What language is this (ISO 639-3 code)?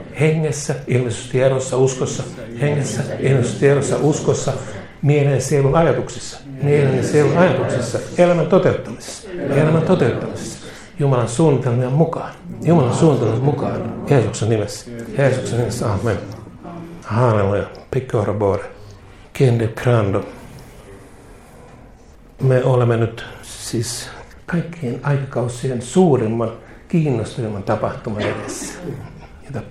fin